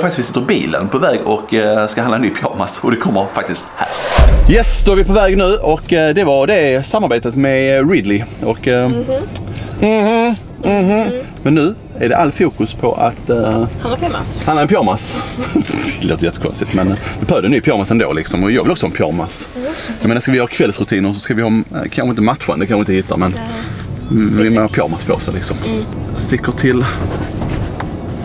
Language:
Swedish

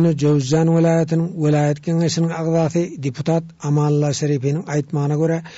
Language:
Turkmen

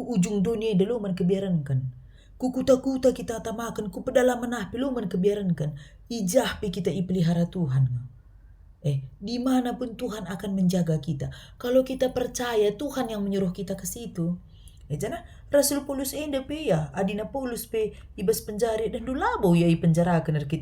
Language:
Batak Karo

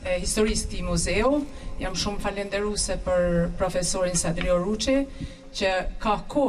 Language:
Albanian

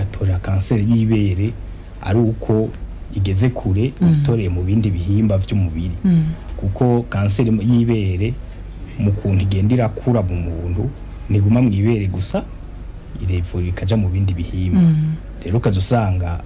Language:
Rundi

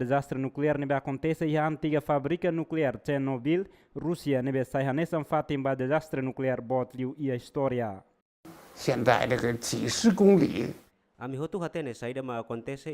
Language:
Tetum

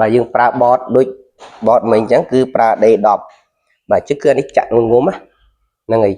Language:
Khmer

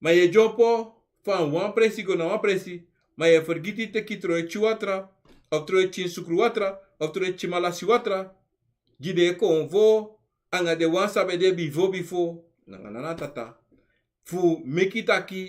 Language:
Sranan Tongo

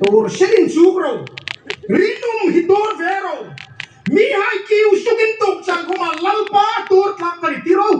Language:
Hmar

